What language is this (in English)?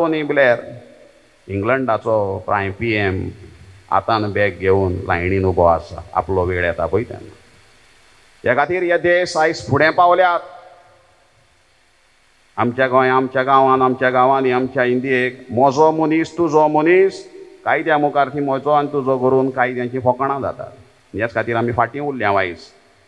Konkani